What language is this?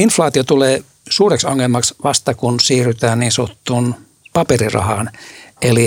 Finnish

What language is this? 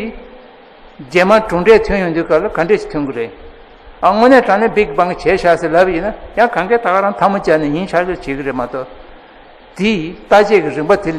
Tibetan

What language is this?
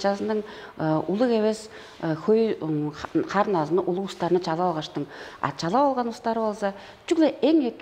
Tuvinian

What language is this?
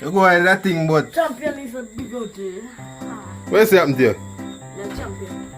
Jamaican Creole English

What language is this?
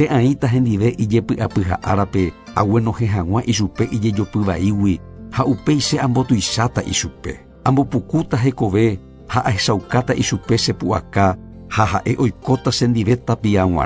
Guarani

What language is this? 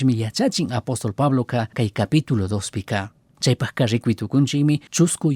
Chimborazo Highland Quichua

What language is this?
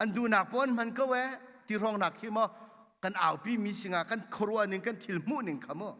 Hakha Chin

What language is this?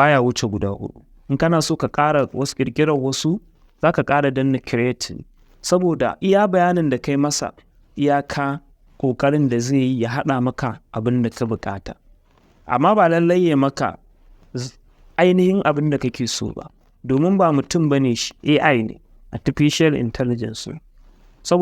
Hausa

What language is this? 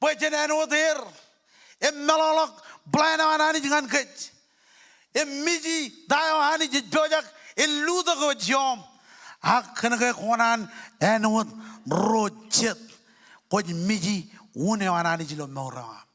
Marshallese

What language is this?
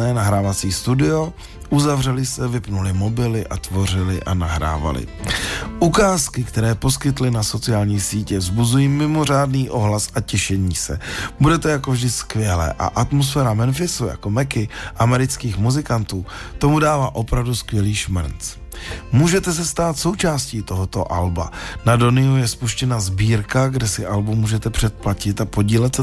Czech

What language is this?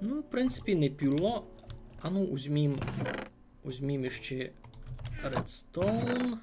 Rusyn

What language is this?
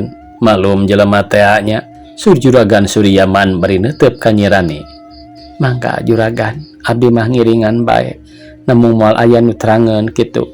Sundanese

